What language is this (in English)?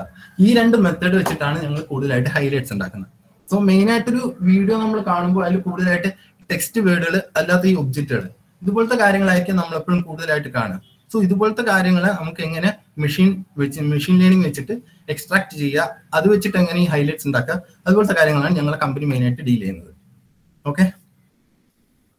Malayalam